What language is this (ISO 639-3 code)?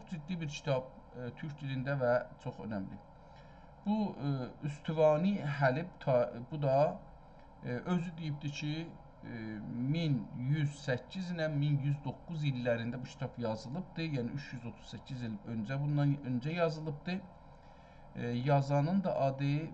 azb